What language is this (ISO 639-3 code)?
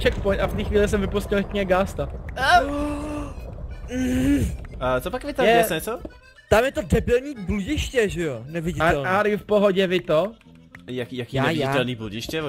ces